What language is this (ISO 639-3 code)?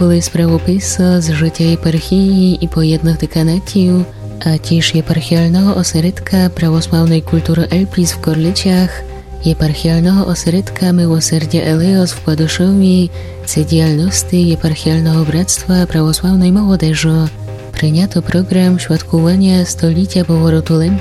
rue